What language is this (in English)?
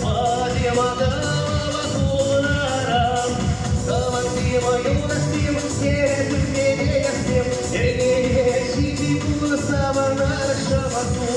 Chuvash